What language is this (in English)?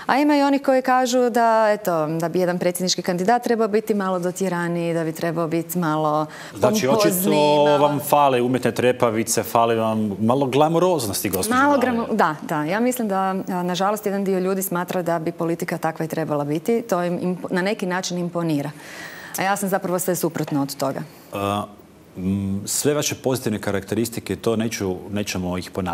Croatian